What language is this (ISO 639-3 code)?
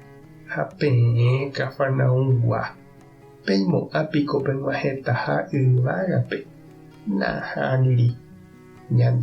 grn